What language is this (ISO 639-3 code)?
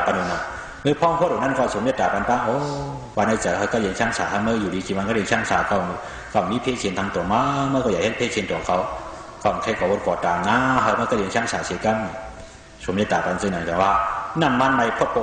shn